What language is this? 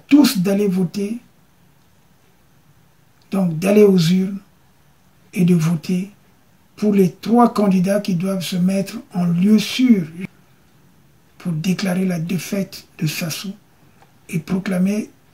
French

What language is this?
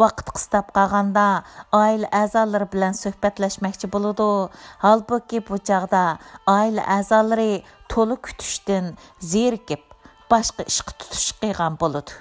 Uyghur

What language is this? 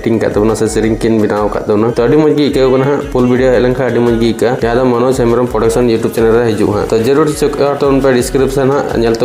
Santali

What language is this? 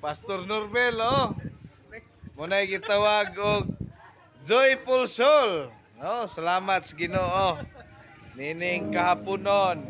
Cebuano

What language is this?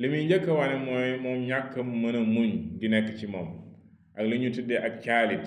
Wolof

